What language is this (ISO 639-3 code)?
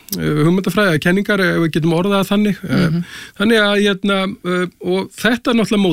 isl